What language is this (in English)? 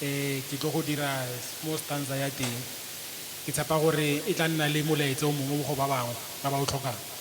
Tswana